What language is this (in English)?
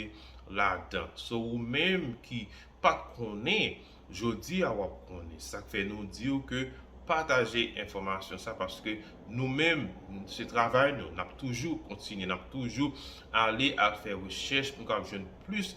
Haitian Creole